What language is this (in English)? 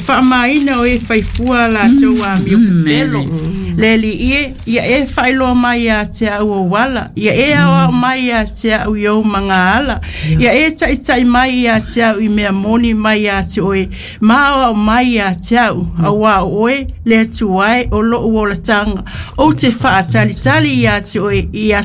Samoan